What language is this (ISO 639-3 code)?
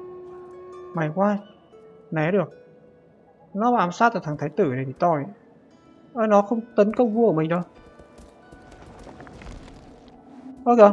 vie